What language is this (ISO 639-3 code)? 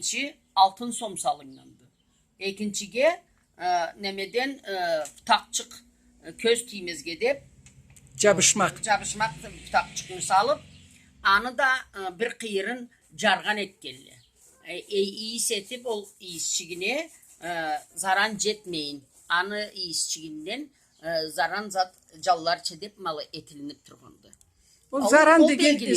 krc